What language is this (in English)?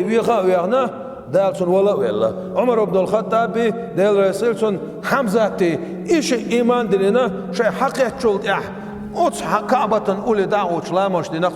Chechen